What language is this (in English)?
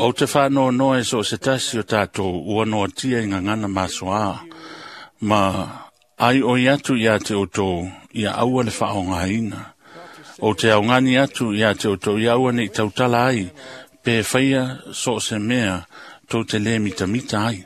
Samoan